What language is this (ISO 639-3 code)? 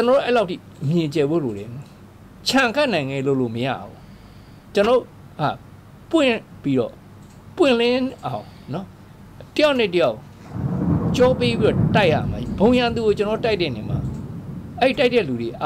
mya